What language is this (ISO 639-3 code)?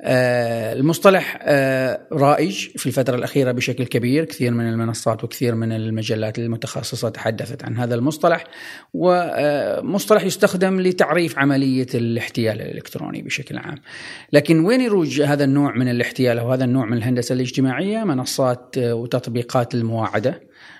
afb